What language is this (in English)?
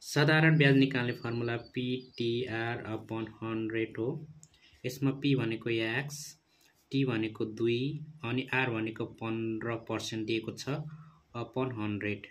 Nepali